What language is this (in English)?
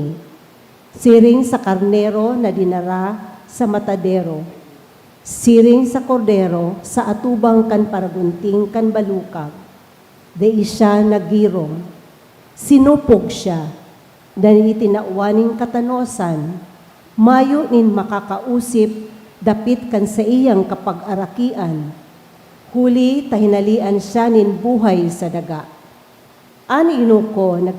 Bikol